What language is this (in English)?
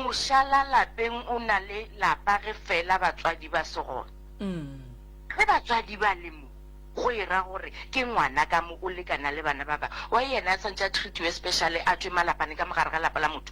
Northern Sotho